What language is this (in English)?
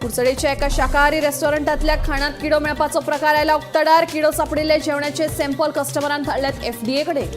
Konkani